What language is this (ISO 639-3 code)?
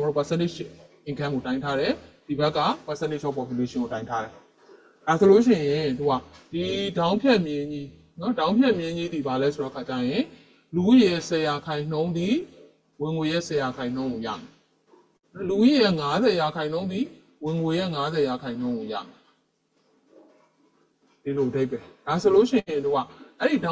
mya